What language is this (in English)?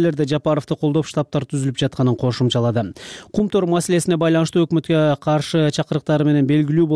Kyrgyz